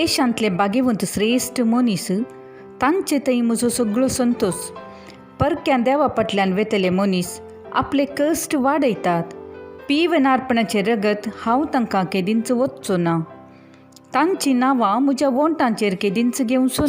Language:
Konkani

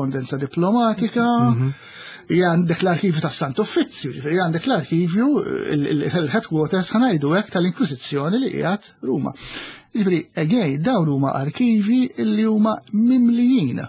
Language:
Maltese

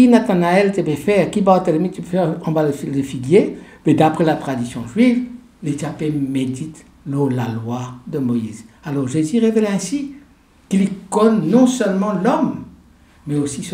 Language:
Morisyen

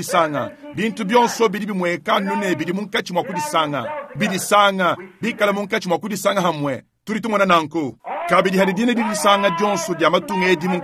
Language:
Luba-Lulua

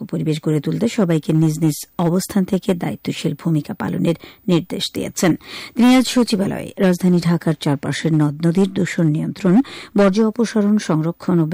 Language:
Bangla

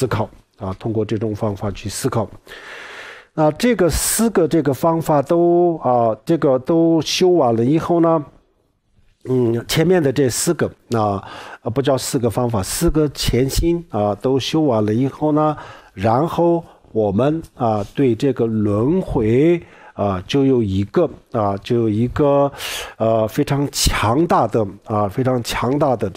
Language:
Chinese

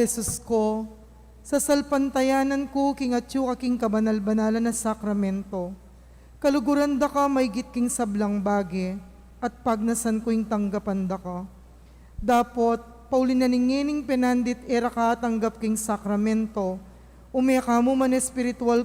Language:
Pampanga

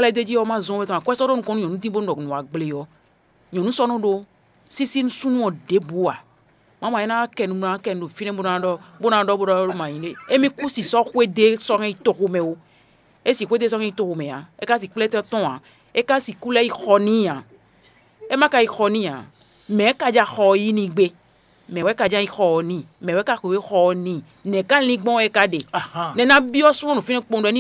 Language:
Fon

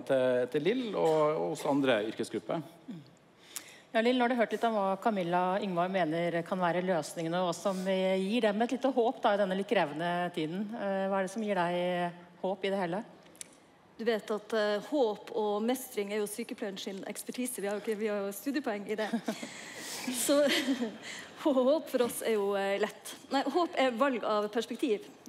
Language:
Norwegian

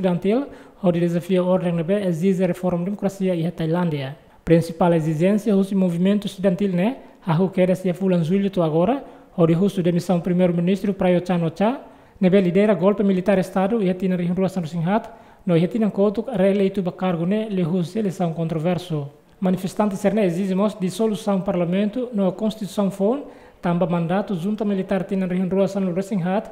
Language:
Tetum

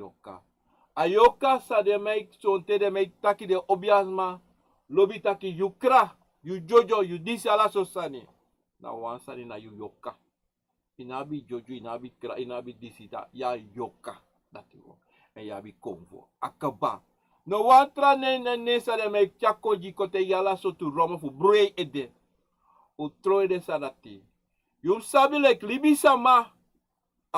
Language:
Sranan Tongo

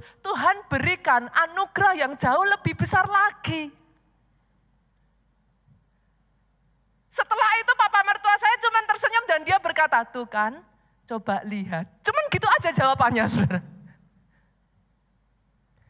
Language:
Indonesian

